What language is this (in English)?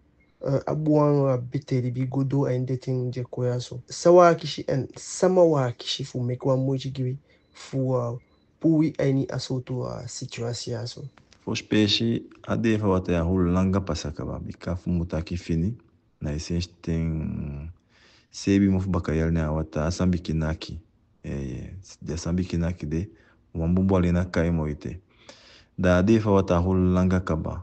Eastern Maroon Creole